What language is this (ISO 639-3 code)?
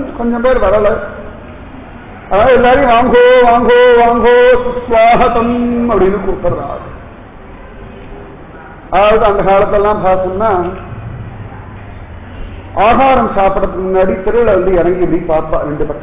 tam